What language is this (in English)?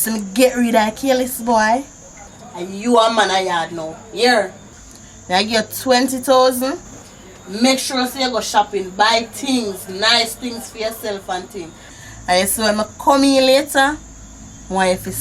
Jamaican Creole English